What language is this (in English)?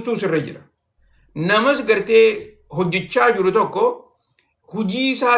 Oromo